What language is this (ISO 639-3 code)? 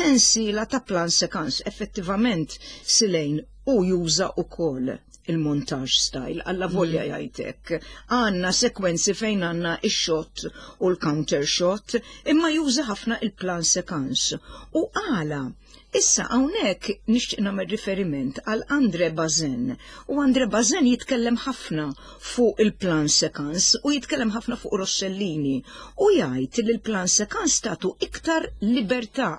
mlt